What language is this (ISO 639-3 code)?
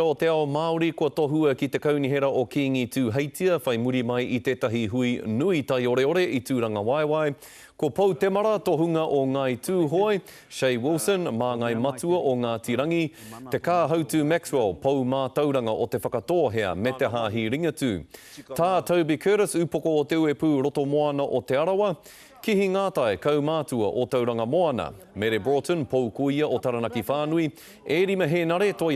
mri